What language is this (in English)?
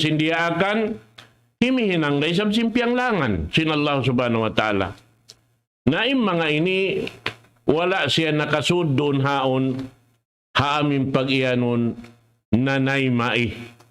Tausug